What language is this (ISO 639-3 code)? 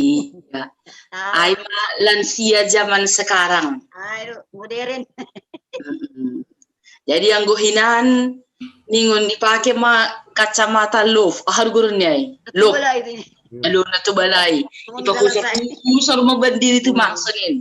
bts